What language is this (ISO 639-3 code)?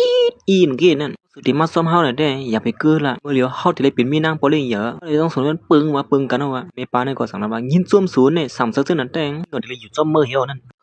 shn